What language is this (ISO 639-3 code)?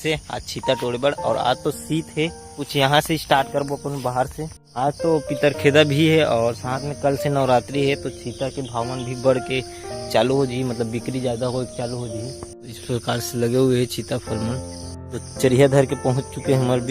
hne